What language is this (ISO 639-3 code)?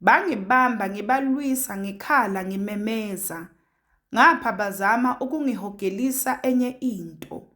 zul